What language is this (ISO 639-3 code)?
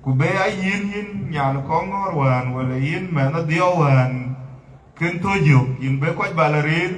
din